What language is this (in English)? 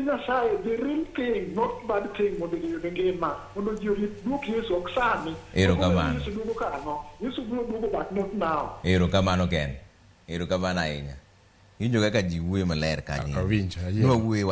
Luo (Kenya and Tanzania)